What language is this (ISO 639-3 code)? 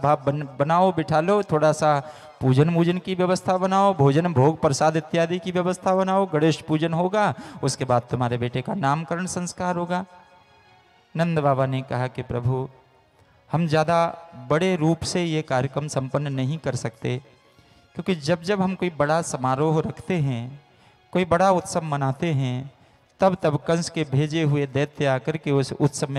hin